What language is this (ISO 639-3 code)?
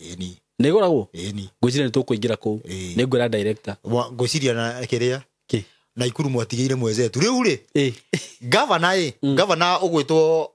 kik